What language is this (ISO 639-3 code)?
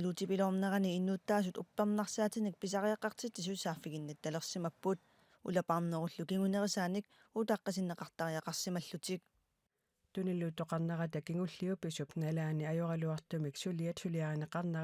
kal